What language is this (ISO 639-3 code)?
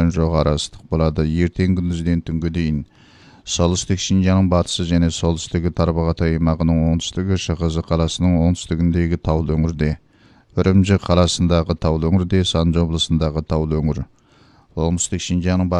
kaz